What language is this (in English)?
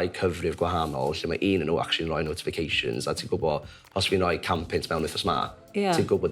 Welsh